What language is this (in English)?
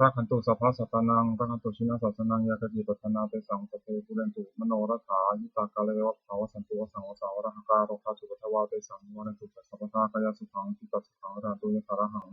Pali